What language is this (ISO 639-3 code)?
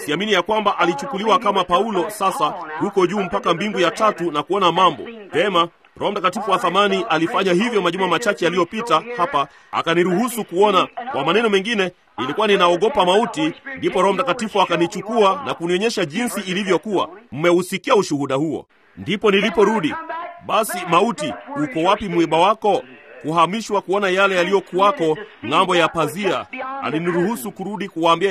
swa